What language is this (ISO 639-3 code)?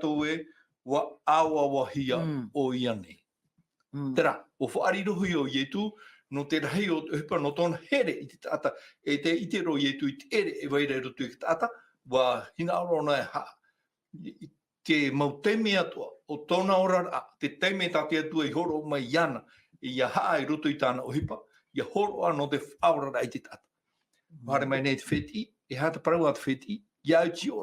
tah